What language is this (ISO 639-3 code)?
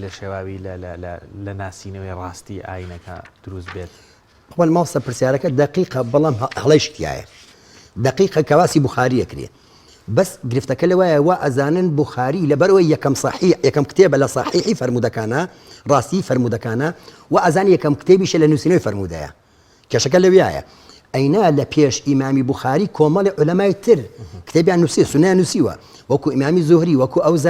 ckb